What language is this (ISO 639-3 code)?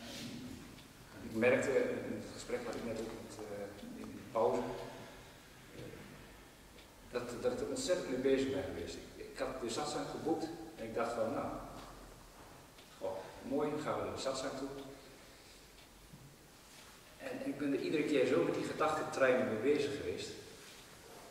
nld